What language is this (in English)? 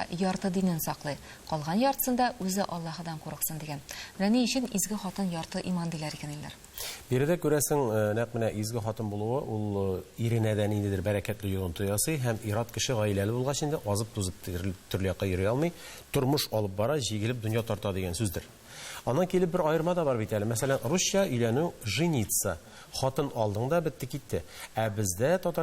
Tatar